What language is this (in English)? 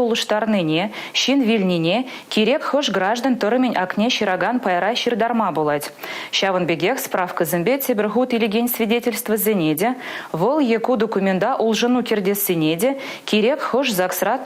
Chuvash